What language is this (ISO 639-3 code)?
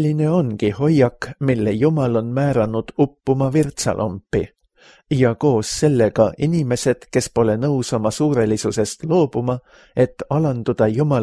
est